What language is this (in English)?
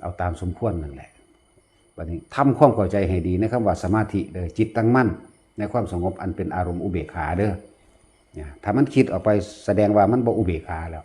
Lao